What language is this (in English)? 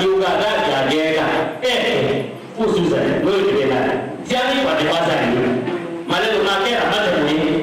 Kamba